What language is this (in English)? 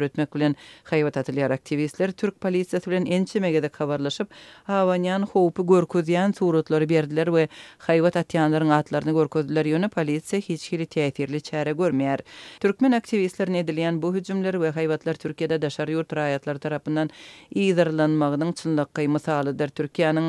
Turkmen